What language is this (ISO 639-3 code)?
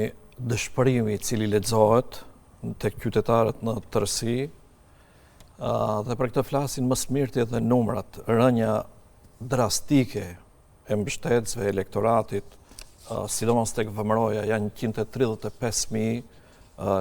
sqi